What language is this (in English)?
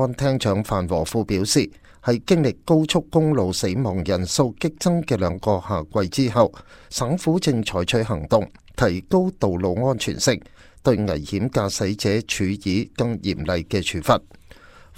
Cantonese